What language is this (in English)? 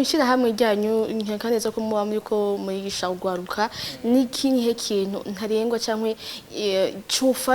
Rundi